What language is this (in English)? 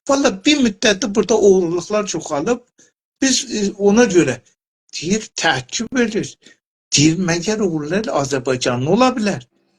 South Azerbaijani